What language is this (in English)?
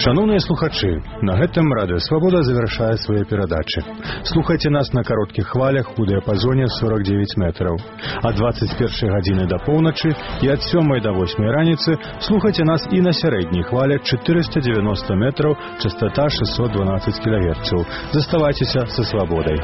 Belarusian